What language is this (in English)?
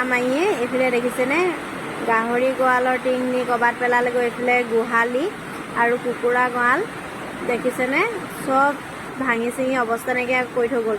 Assamese